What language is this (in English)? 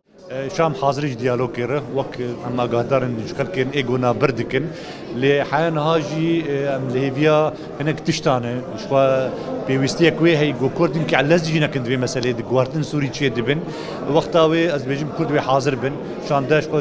Kurdish